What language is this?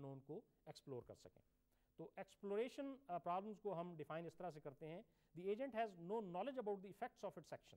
Urdu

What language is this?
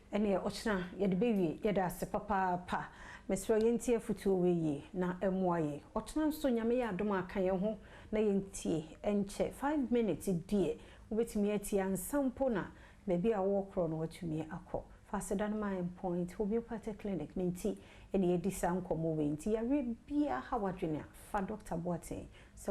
Akan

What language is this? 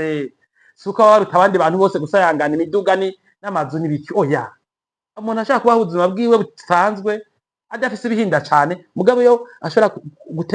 Rundi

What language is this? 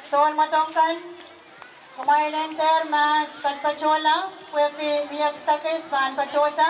Pohnpeian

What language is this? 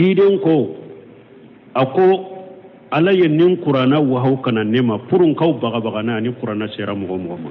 Bambara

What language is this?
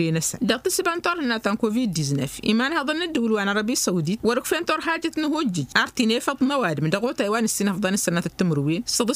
Tamasheq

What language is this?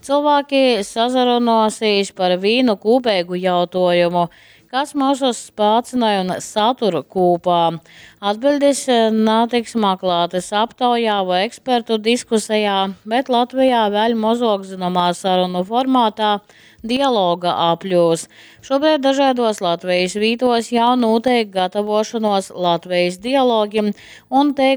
Latgalian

